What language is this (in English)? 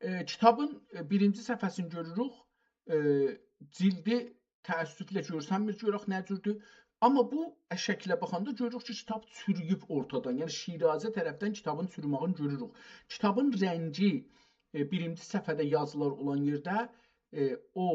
South Azerbaijani